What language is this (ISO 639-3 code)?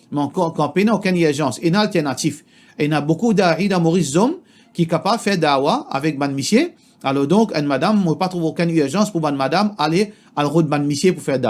mfe